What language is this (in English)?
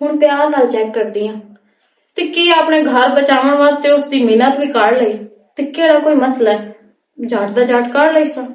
Western Panjabi